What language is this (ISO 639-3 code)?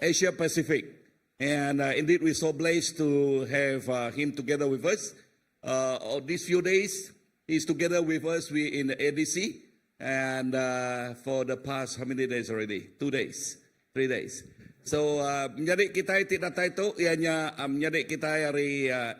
iba